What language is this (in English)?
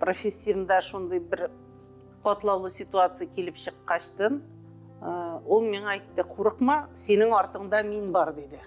Tatar